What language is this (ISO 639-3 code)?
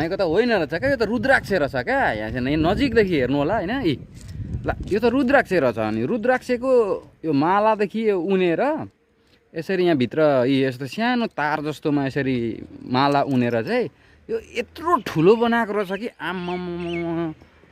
nep